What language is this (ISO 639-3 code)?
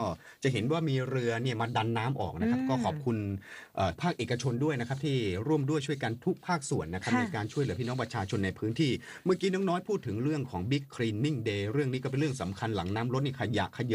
tha